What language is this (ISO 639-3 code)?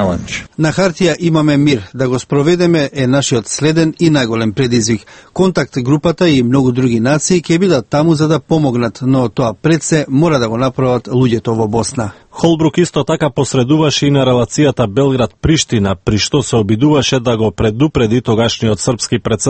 mkd